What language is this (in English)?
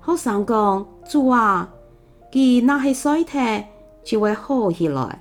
Hakka Chinese